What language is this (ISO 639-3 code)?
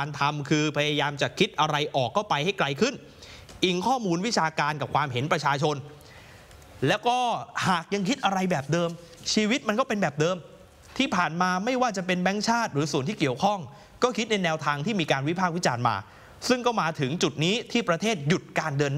tha